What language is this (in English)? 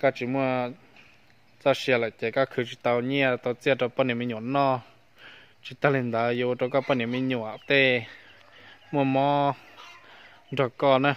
Hmong